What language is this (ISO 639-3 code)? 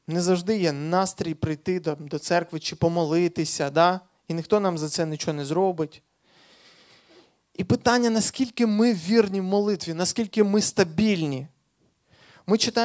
ukr